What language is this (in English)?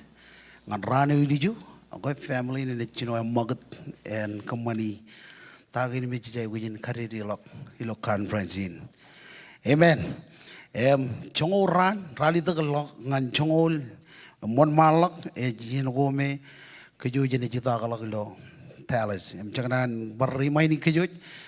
Marshallese